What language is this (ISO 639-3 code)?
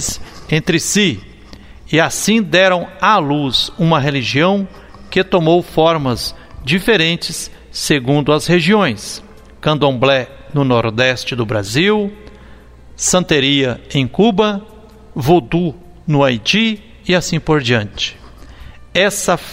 por